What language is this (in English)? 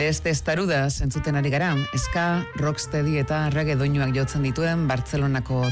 Basque